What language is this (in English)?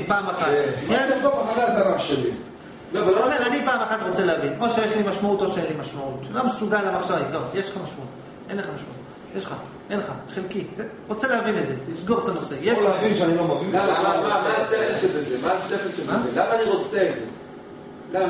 Hebrew